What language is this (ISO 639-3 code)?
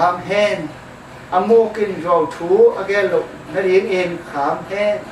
ctd